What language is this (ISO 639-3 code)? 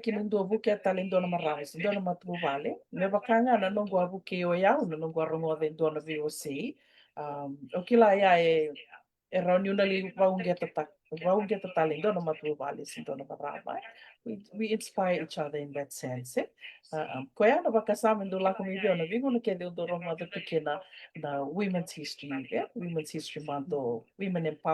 fij